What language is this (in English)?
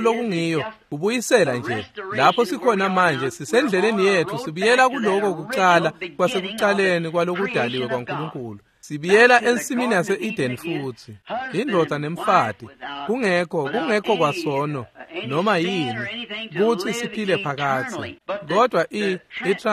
Swati